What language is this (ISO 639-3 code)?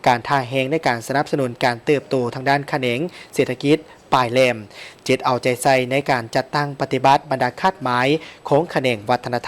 lao